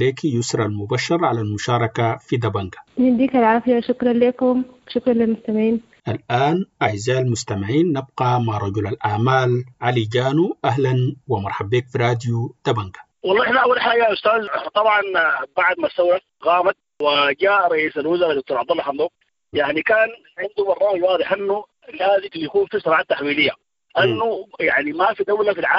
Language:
Sudanese Arabic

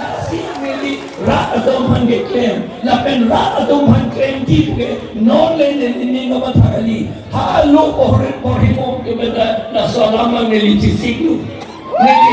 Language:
Karbi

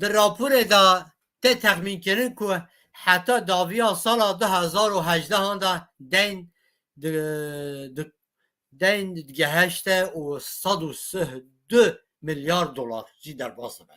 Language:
Kurdish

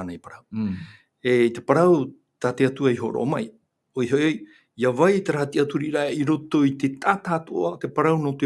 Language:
Tahitian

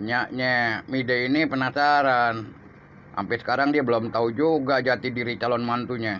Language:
Betawi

